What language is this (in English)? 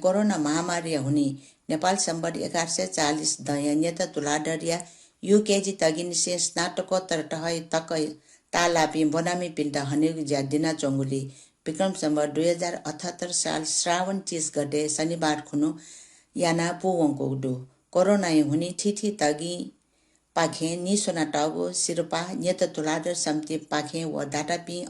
Newari